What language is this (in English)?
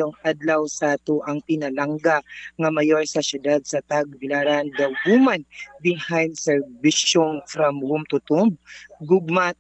Cebuano